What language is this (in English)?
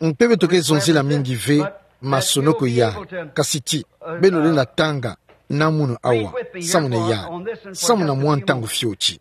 Kituba (Democratic Republic of Congo)